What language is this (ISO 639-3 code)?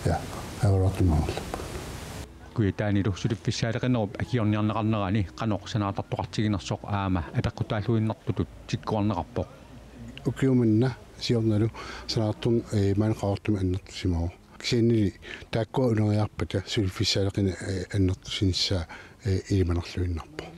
kal